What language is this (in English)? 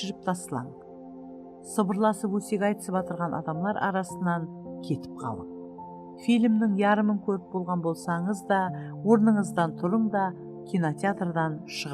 Kara-Kalpak